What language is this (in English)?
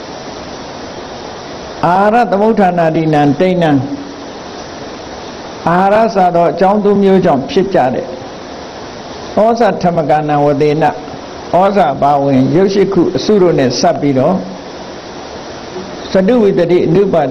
Burmese